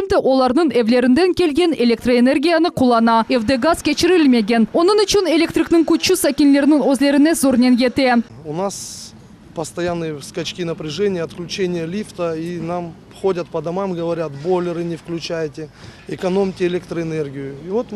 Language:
Crimean Tatar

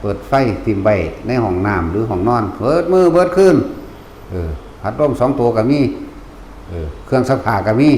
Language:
Northeastern Thai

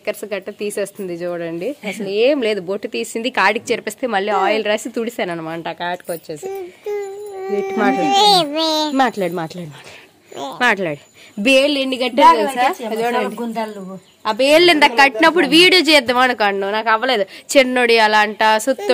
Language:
Telugu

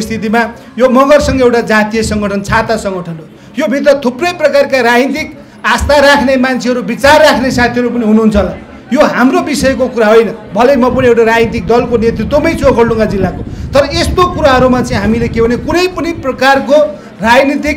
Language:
Nepali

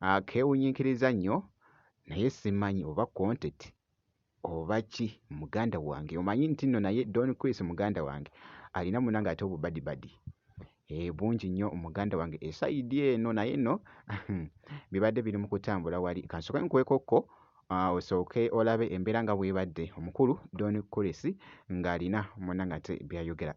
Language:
Ganda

